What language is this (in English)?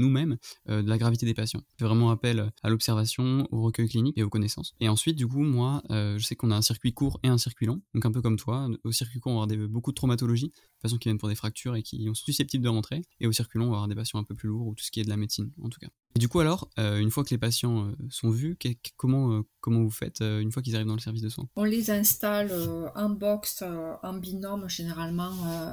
French